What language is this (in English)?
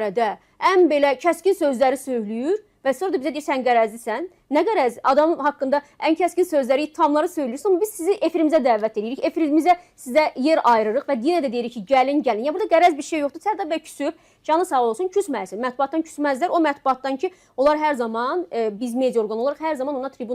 Azerbaijani